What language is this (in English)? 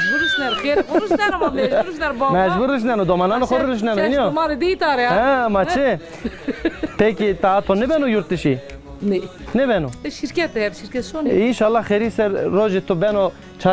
Zaza